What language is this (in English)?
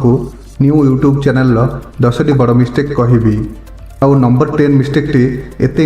Odia